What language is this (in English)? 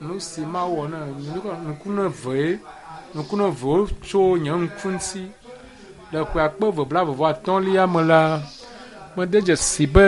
Ewe